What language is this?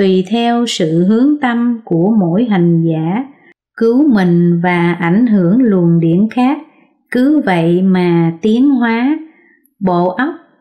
Vietnamese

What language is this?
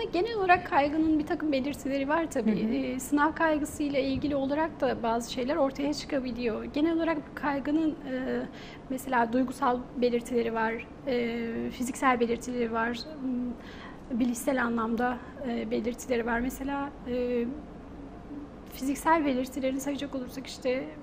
Turkish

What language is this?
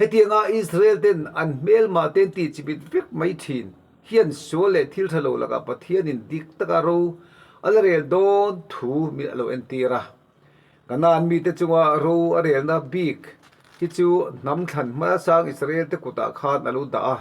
Mizo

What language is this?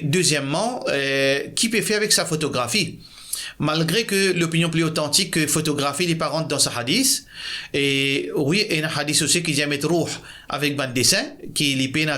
Morisyen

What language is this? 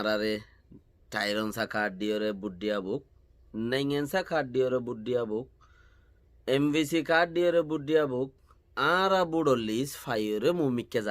Rohingya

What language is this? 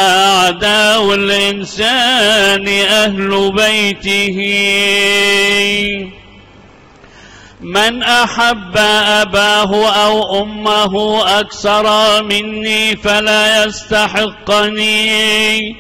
Egyptian Arabic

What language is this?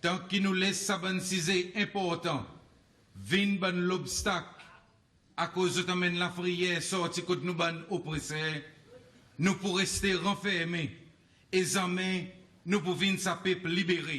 Seselwa Creole French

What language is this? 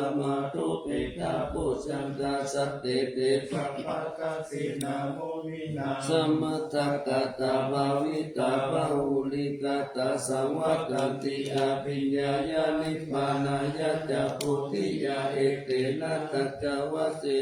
Pali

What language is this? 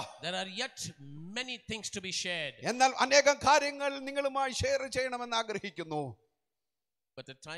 Malayalam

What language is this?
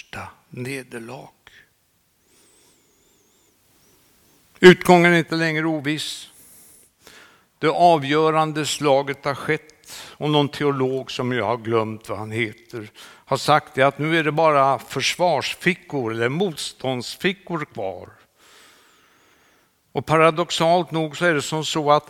Swedish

